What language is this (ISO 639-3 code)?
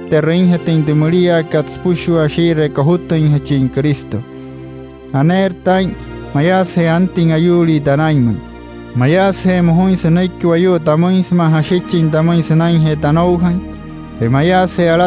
guc